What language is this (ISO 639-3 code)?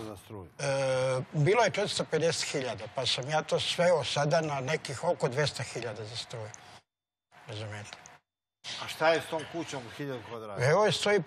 srp